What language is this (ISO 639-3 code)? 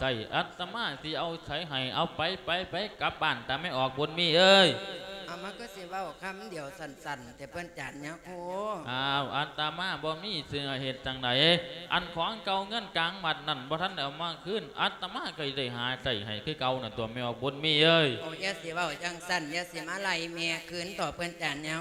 lao